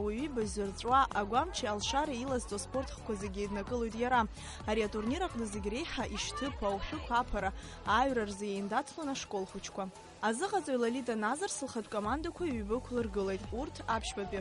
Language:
Abkhazian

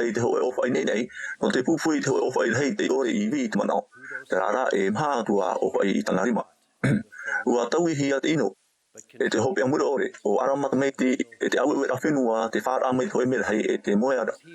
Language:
Tahitian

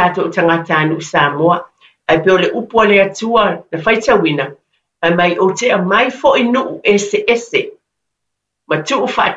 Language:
Samoan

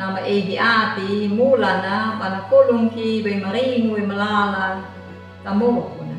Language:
Anakalangu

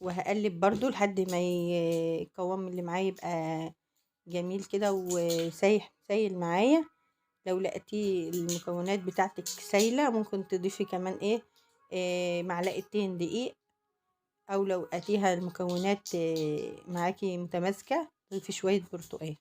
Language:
Egyptian Arabic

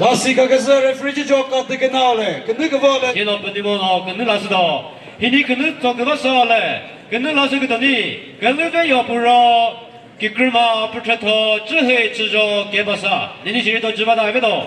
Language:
Chokri Naga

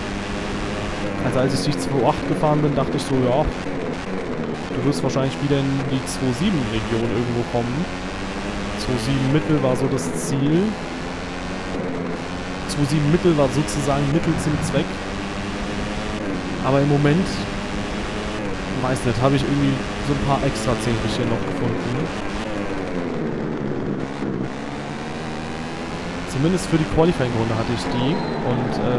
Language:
German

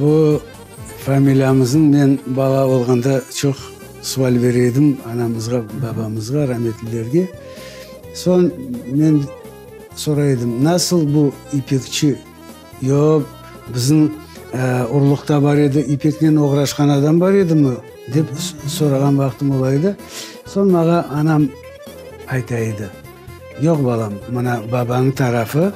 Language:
Crimean Tatar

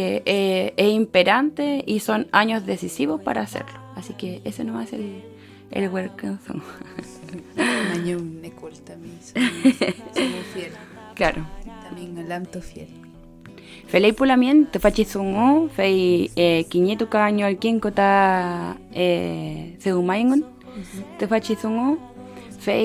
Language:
Mapuche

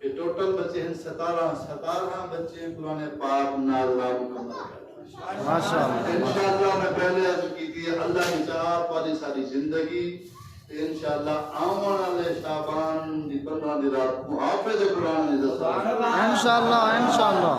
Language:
Saraiki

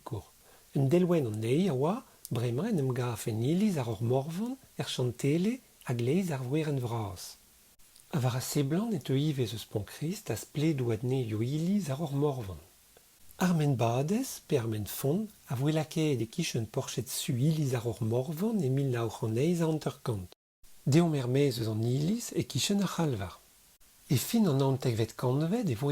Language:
Breton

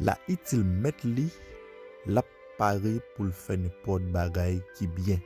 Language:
Haitian Creole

